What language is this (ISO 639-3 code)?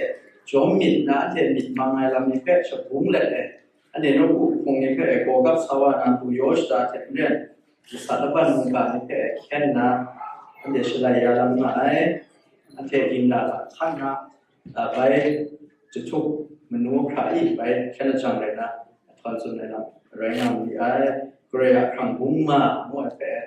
kac